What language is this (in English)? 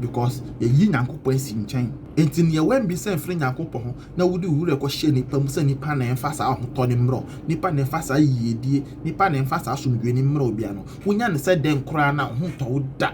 Akan